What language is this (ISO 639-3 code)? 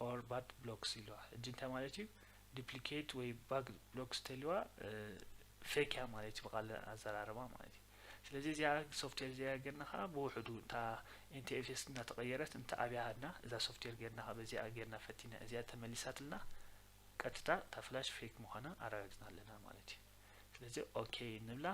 tir